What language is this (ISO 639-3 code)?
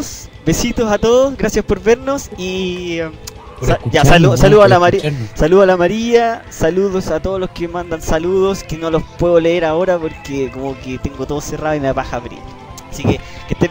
spa